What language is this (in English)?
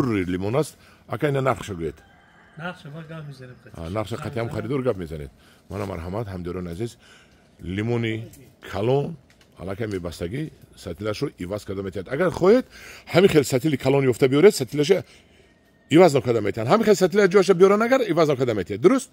Tajik